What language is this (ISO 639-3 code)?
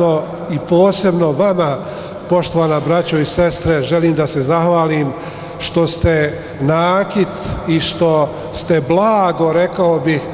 bos